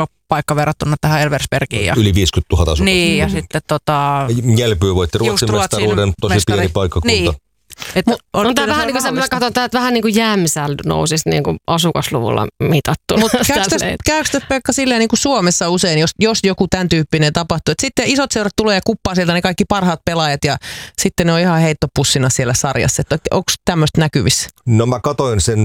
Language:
Finnish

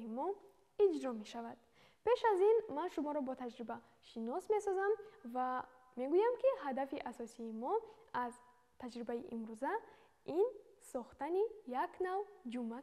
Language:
Tajik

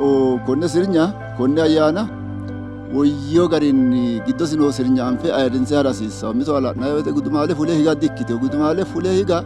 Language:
Sidamo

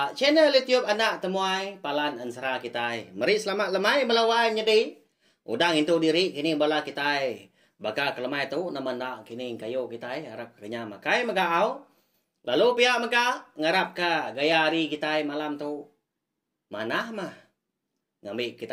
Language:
Iban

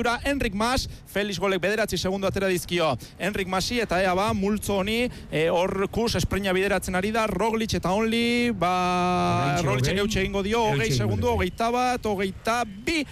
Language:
Basque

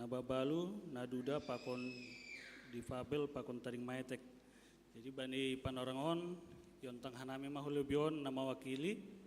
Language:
Batak Simalungun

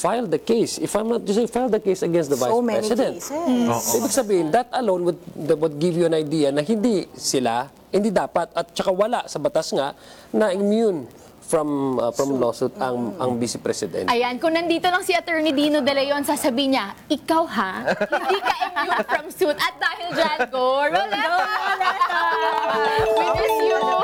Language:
Filipino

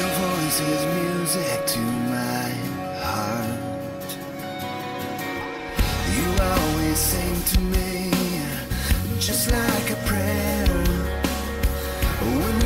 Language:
English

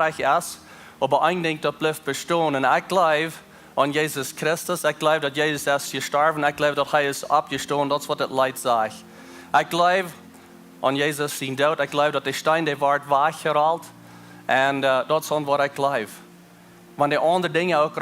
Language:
Plautdietsch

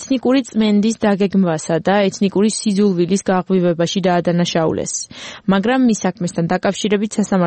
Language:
Georgian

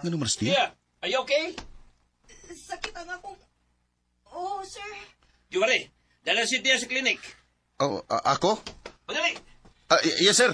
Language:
Cebuano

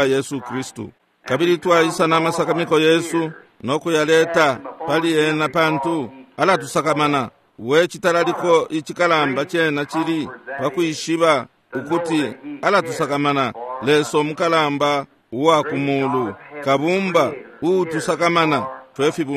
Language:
Bemba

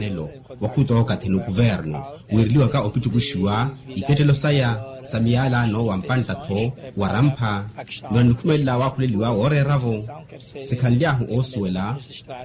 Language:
Makhuwa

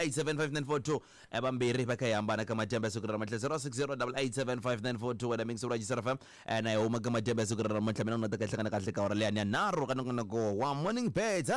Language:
Tsonga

